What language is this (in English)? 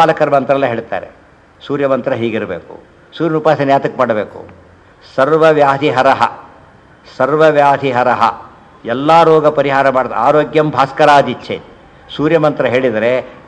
Kannada